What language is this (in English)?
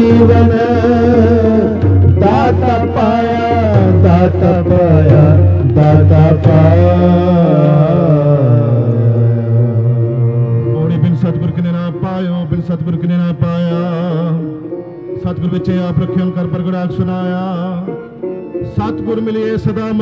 Punjabi